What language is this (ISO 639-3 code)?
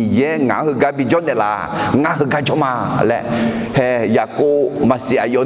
ahk